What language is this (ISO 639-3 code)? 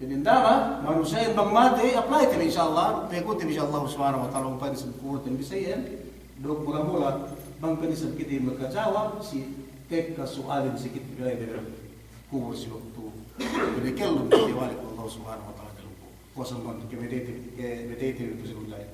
yka